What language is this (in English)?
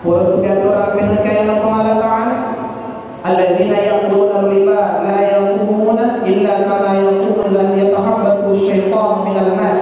Buginese